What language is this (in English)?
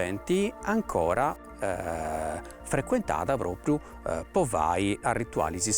Sardinian